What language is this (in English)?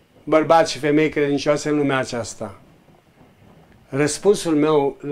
Romanian